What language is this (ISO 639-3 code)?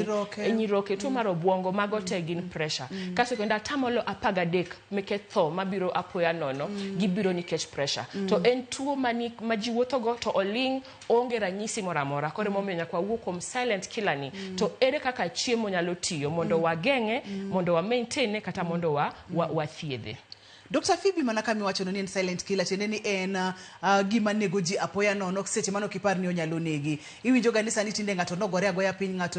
luo